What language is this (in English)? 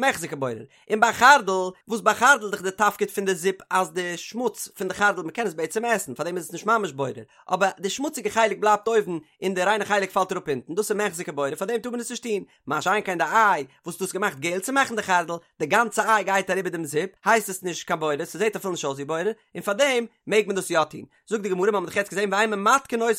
Yiddish